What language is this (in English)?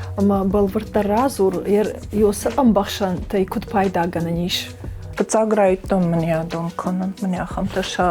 Ossetic